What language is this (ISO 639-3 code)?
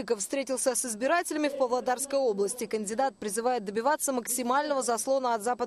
rus